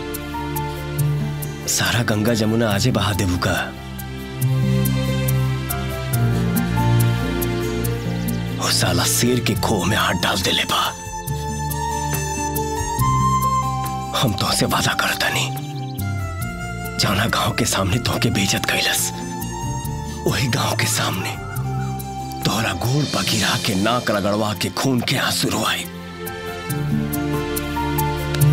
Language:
Bhojpuri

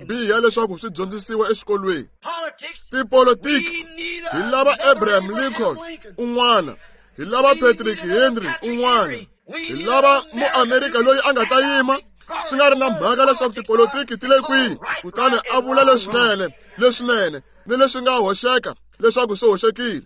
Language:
Tsonga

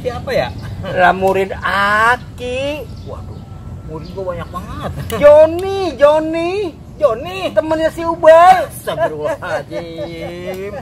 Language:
Betawi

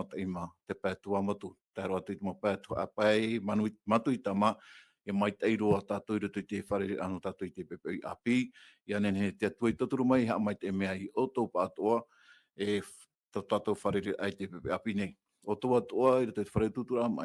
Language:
Tahitian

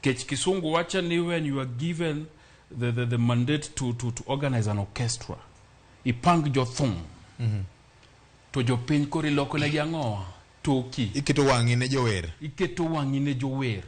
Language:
Luo (Kenya and Tanzania)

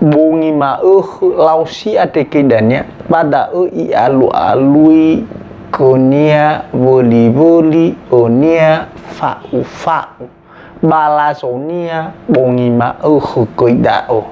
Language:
Nias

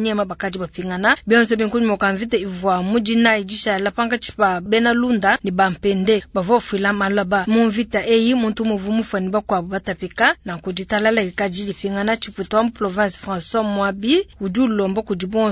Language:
Luba-Lulua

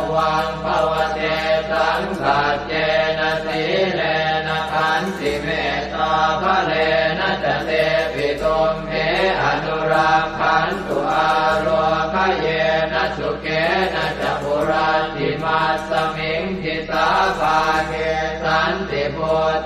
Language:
Pali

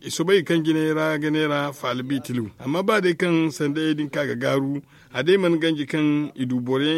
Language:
Zarma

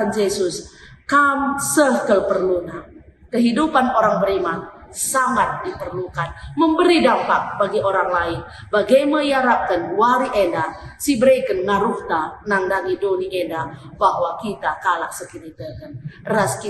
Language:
Batak Karo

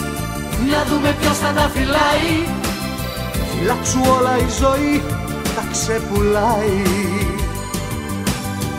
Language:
Greek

